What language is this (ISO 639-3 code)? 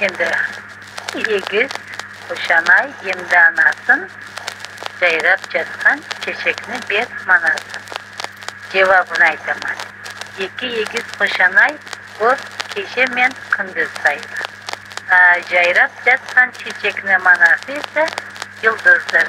crh